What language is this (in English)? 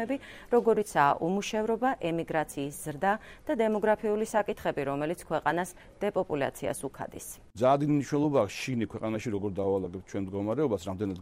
Georgian